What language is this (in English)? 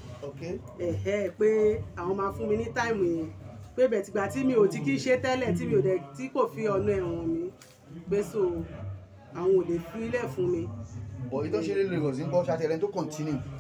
Yoruba